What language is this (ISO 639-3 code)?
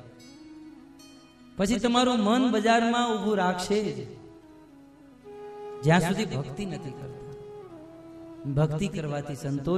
guj